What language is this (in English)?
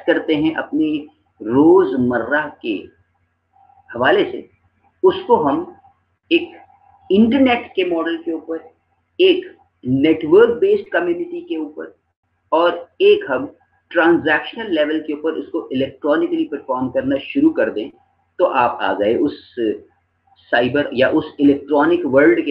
Urdu